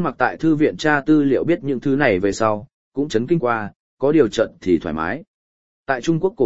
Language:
Vietnamese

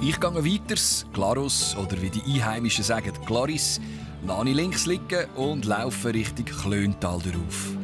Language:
Swiss German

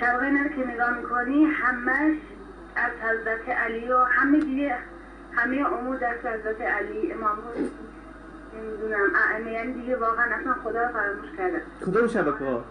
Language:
Persian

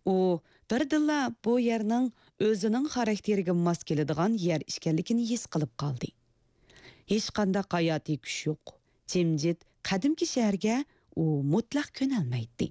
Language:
Uyghur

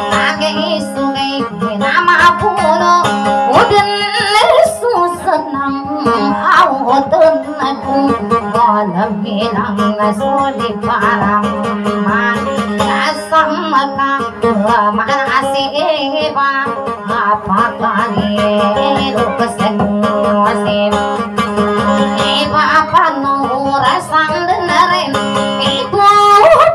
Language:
Maguindanaon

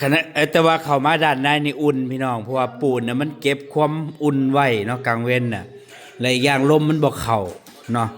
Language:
Northeastern Thai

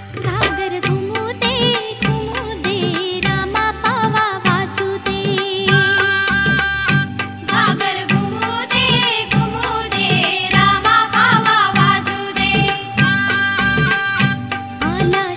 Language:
Marathi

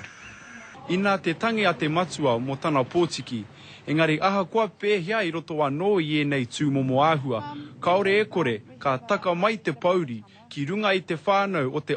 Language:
Māori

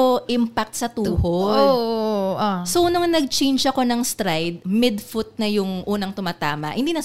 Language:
Filipino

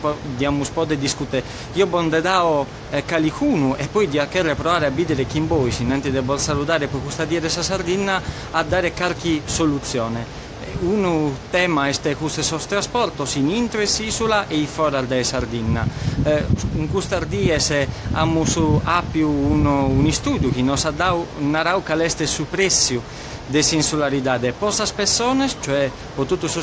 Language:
Sardinian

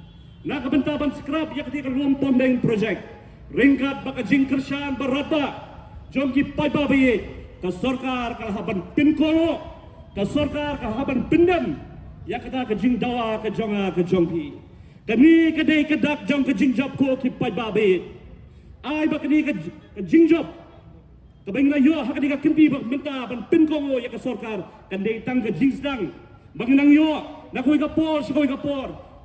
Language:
Khasi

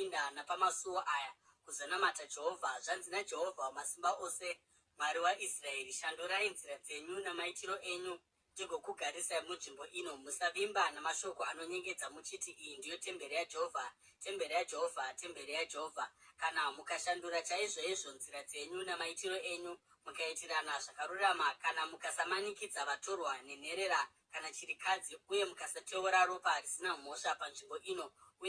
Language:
Shona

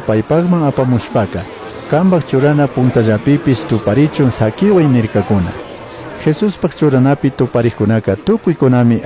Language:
Chimborazo Highland Quichua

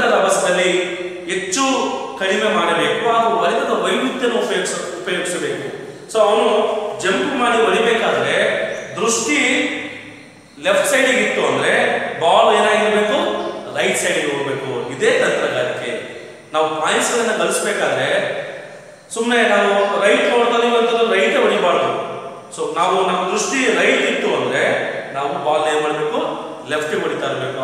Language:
Kannada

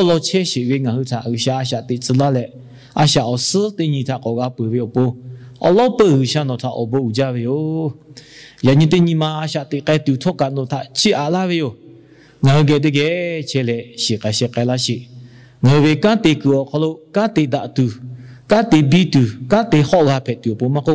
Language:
Lahu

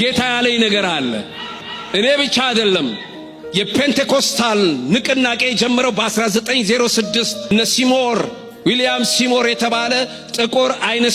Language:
Amharic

